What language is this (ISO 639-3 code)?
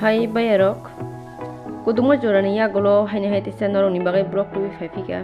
trp